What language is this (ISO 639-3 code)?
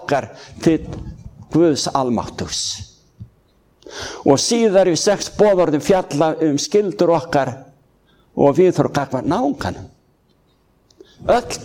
isl